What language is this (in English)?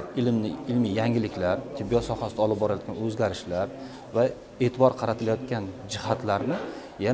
Uzbek